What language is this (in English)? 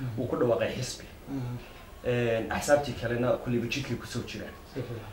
Somali